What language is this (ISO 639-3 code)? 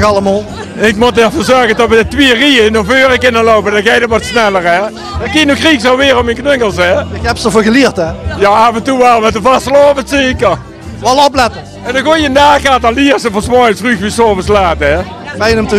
lim